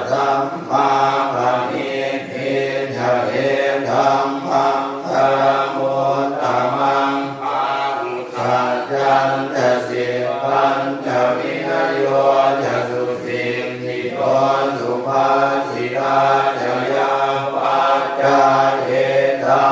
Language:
Pali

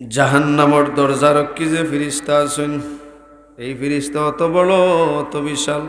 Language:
Sylheti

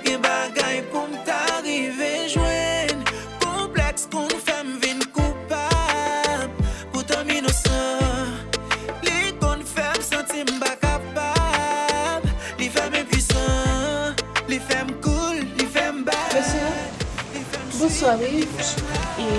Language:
Haitian Creole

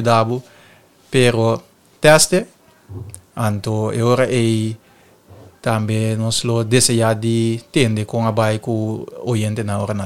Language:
Papiamento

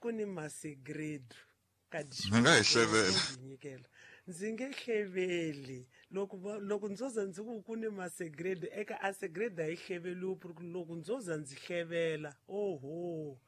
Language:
Tsonga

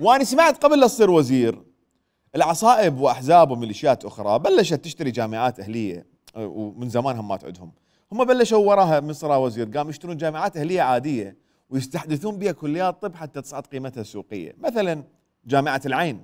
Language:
Mesopotamian Arabic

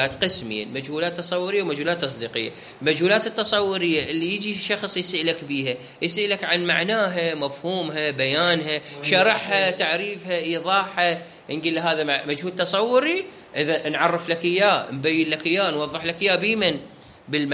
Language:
Mesopotamian Arabic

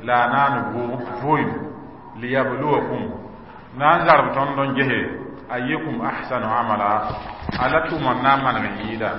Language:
Mossi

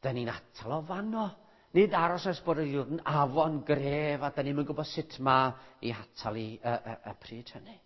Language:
Welsh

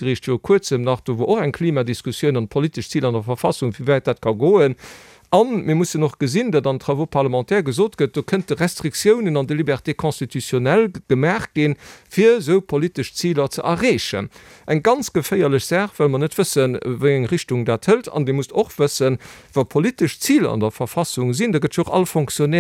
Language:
Luxembourgish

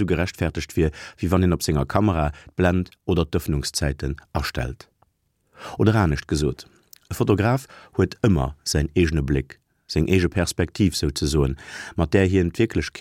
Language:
Luxembourgish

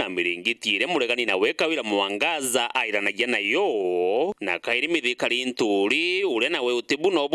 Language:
Meru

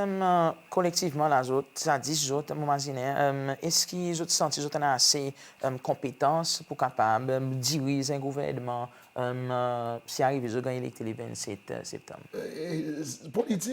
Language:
Seselwa Creole French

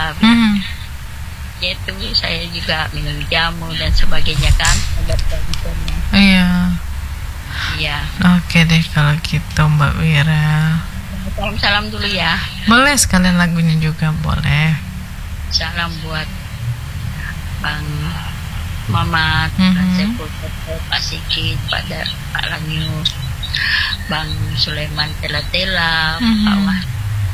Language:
Indonesian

